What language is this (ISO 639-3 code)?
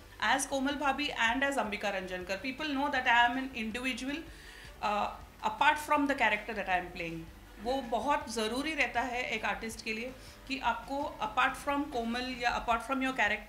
hin